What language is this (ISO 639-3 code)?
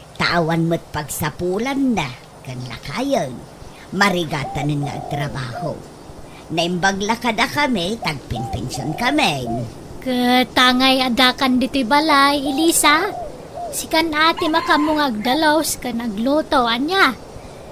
ilo